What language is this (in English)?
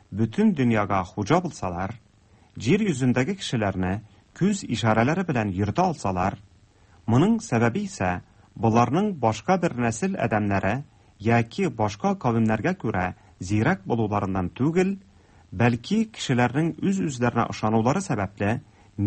Tatar